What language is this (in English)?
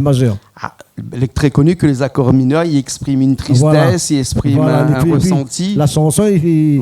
Réunion Creole French